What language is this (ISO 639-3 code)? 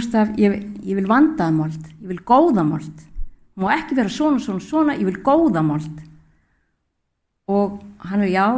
isl